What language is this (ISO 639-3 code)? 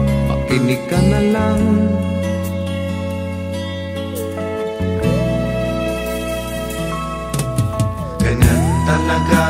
fil